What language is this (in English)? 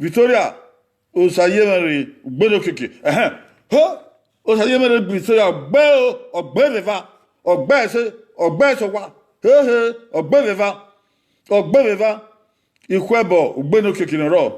Bini